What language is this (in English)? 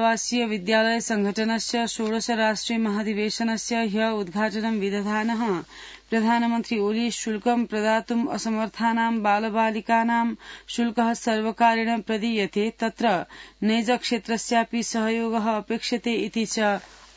Sanskrit